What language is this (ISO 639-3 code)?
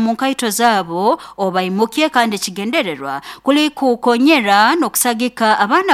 nyo